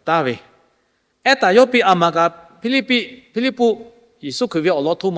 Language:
Lahu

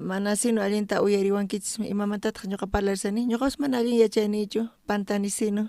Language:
South Bolivian Quechua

